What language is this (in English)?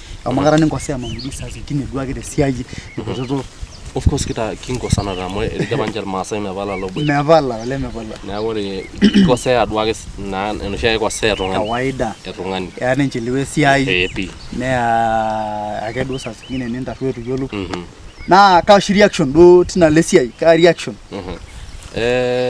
Masai